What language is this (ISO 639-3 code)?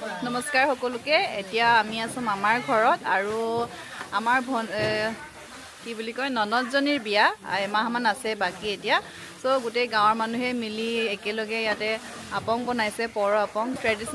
asm